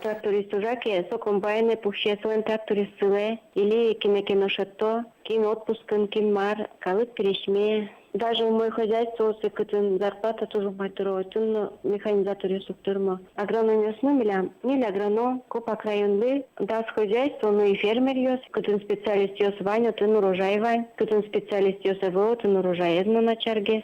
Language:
Udmurt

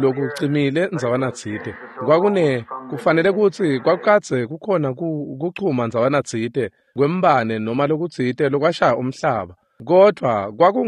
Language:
Swati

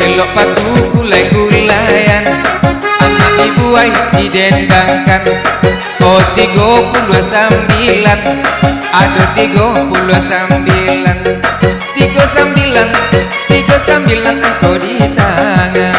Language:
Minangkabau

